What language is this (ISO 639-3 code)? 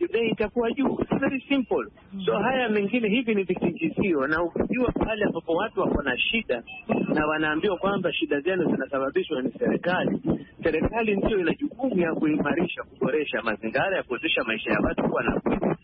swa